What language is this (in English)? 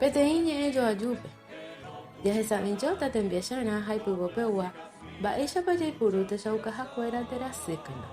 Guarani